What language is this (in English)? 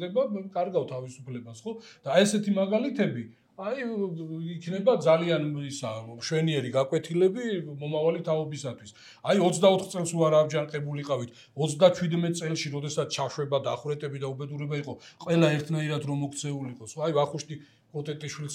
Georgian